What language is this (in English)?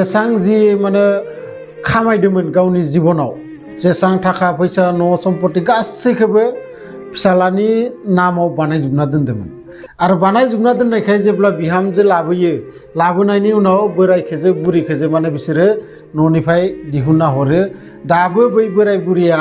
Bodo